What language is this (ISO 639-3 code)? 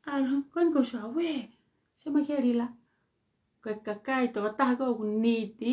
ton